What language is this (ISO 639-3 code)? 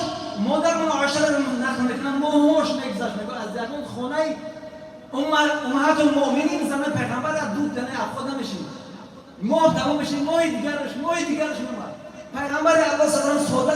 tgk